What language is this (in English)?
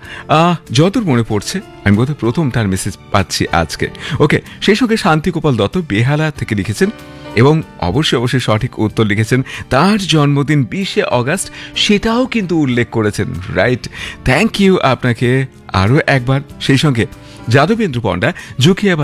Bangla